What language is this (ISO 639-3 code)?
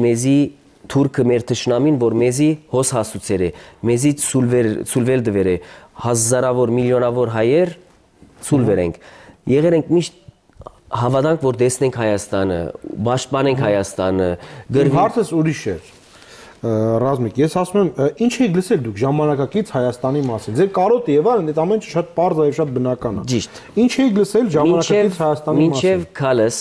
hye